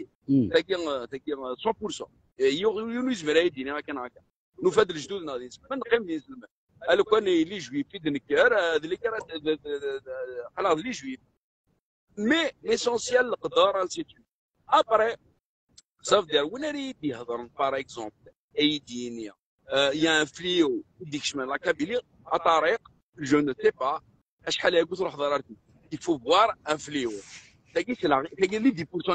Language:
Kabyle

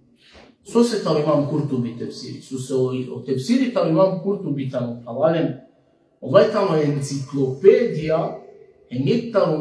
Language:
Balkan Romani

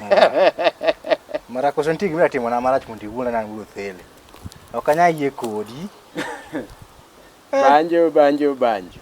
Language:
Luo (Kenya and Tanzania)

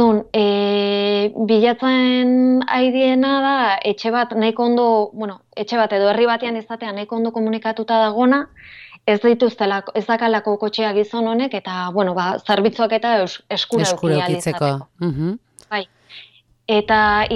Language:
Basque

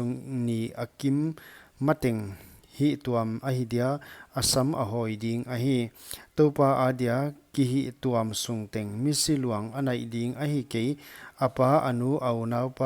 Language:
Paite Chin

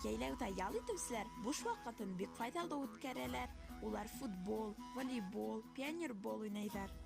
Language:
Bashkir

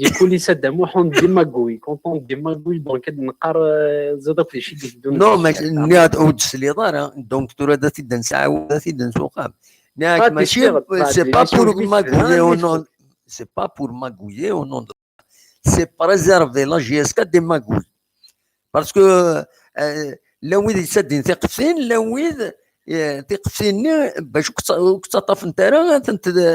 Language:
Kabyle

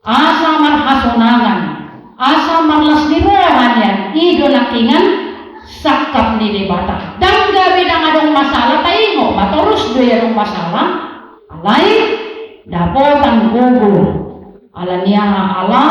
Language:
Batak Toba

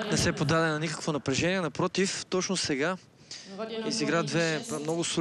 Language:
Bulgarian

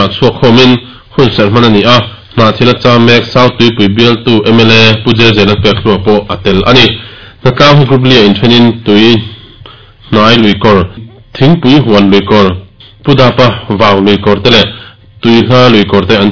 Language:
Mizo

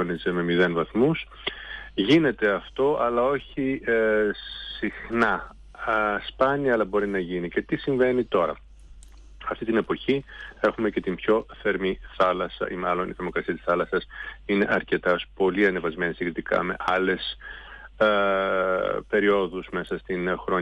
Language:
Greek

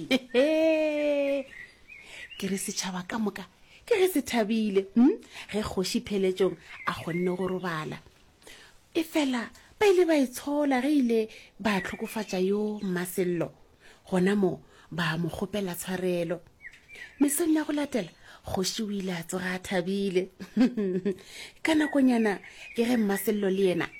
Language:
Northern Sotho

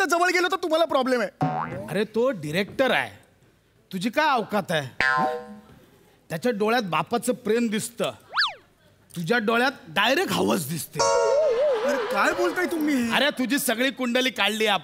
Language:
Marathi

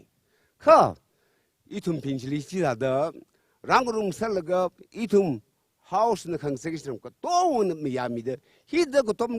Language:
Tangkhul Naga (India)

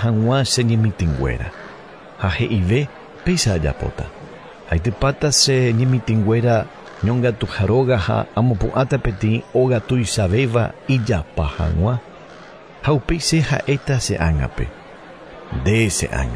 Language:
Guarani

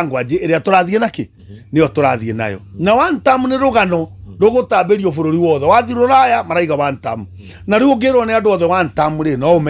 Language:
Kikuyu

